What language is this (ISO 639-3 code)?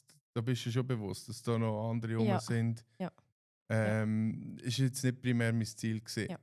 gsw